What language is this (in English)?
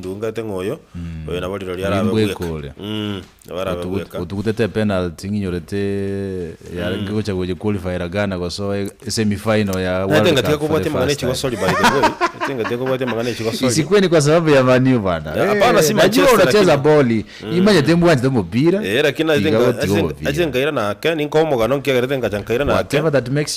Gusii